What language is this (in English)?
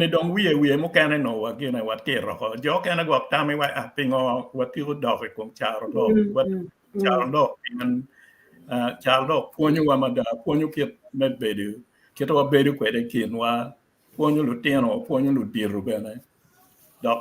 Acoli